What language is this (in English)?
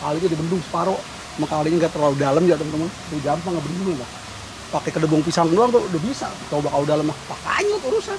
Betawi